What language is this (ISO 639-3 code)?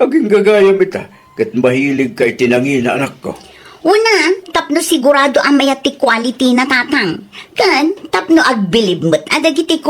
ilo